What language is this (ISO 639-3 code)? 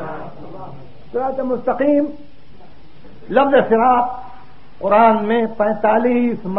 urd